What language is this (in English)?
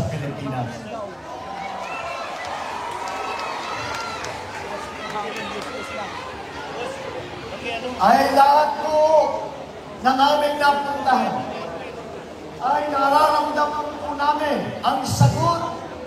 Filipino